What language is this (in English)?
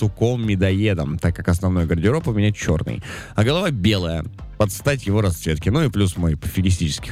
Russian